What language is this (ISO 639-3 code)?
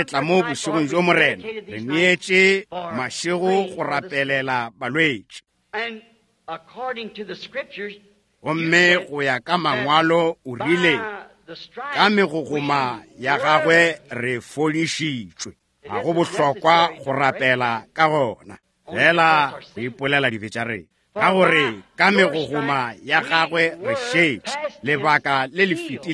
nso